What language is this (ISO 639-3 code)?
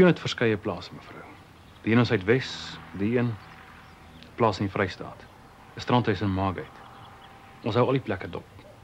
afr